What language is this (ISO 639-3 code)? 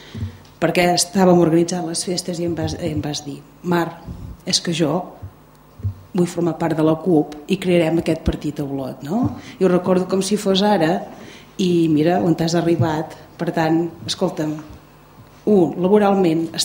cat